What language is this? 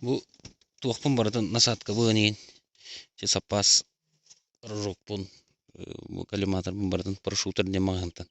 Yakut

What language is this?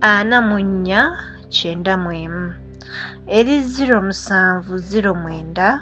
Ganda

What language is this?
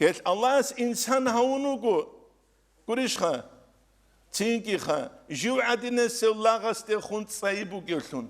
Avaric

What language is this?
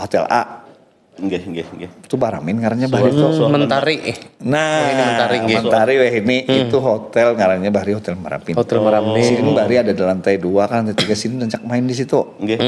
Banjar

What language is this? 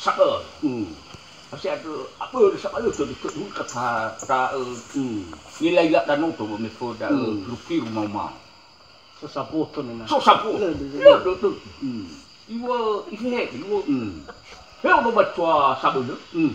Nias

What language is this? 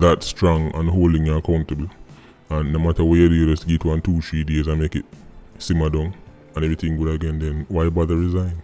Jamaican Creole English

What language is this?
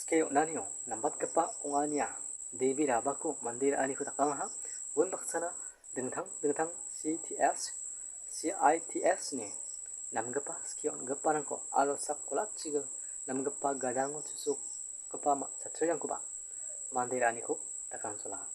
Garo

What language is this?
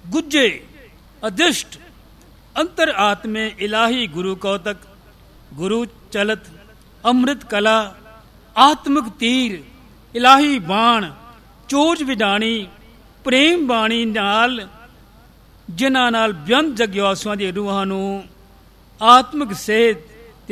Punjabi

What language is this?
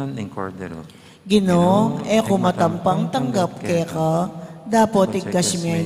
Pampanga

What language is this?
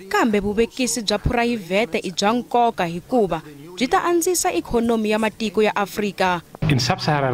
Tsonga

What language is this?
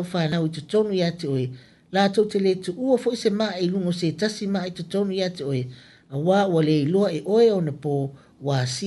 Samoan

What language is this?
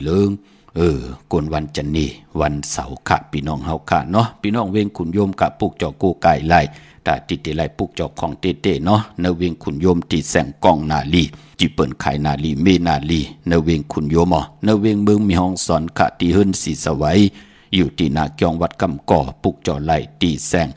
Shan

